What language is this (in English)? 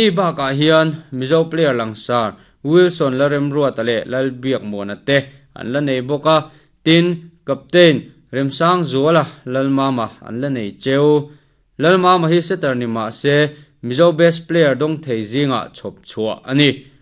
Mizo